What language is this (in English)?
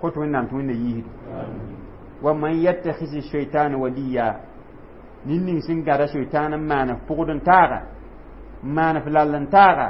Mossi